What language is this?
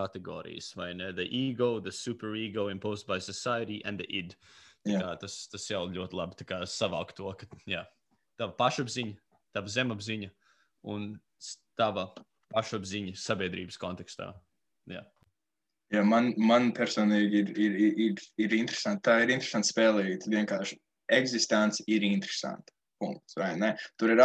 Latvian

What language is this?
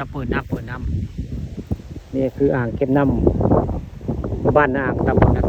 Northeastern Thai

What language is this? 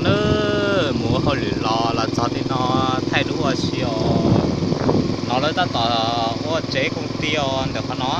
Hmong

